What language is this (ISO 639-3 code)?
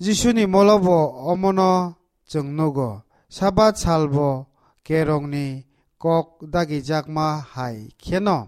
trp